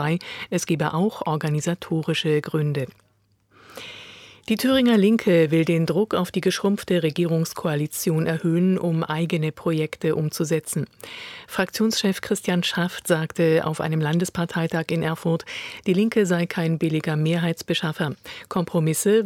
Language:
German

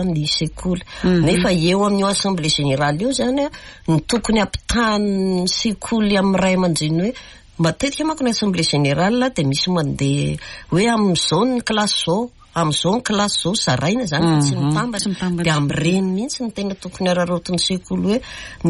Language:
Malagasy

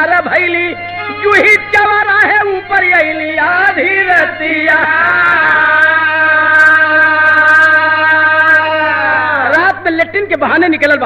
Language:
Bhojpuri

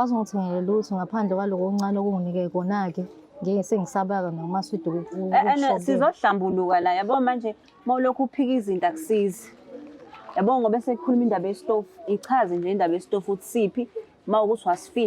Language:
Zulu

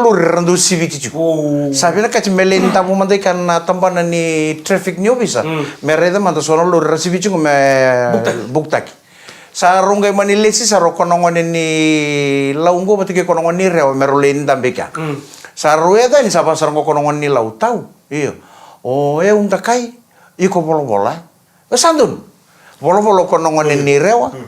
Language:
Fijian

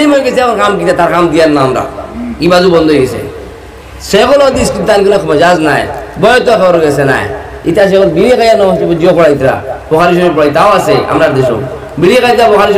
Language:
Sylheti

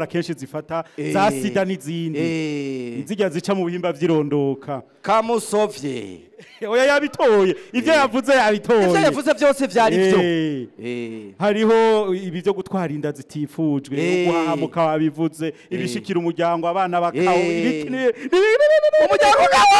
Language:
Rundi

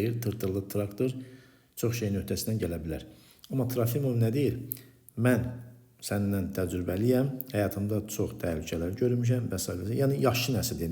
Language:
Azerbaijani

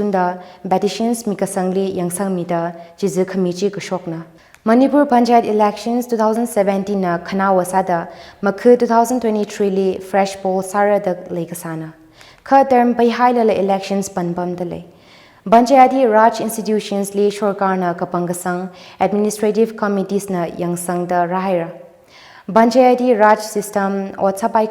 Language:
Tangkhul Naga (India)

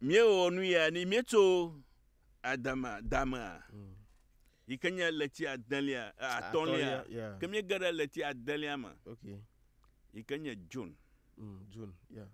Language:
Ewe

